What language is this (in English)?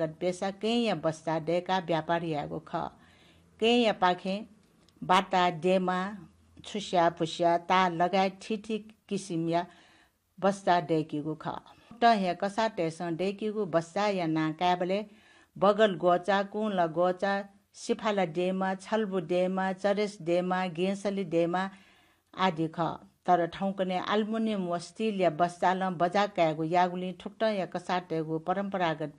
Newari